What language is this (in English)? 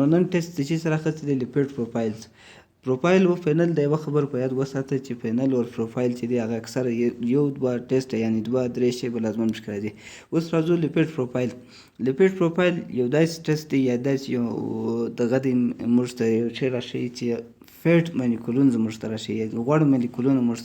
Pashto